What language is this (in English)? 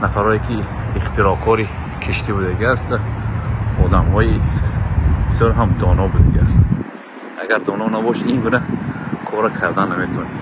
Tajik